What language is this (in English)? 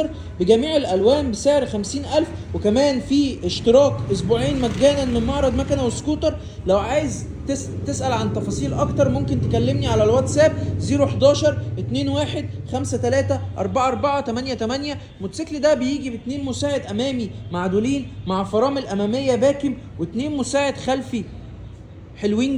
Egyptian Arabic